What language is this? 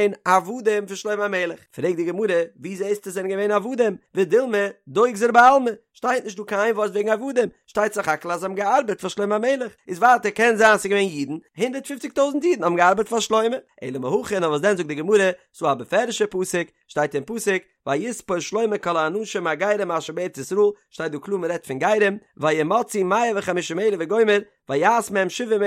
Yiddish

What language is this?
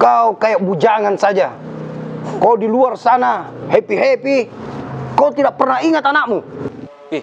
Makassar Malay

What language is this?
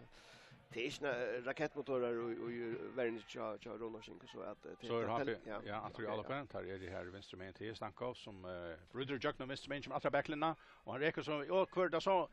Faroese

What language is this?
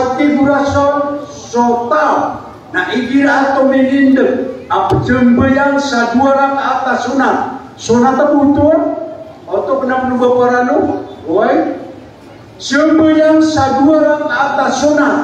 Maranao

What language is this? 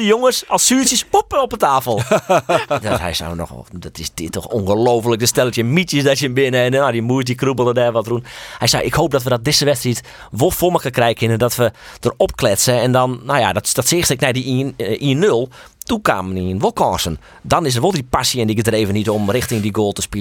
Western Frisian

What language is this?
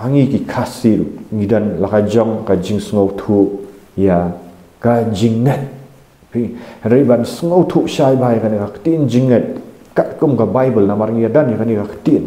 Khasi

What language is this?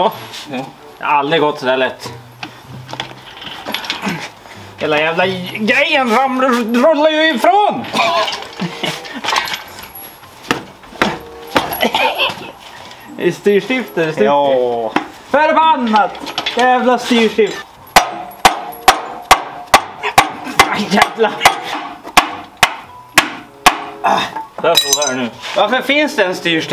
Swedish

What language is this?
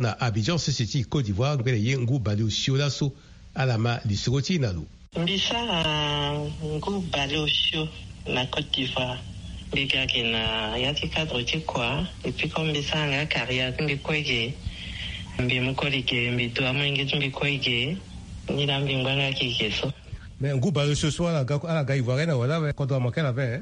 Sango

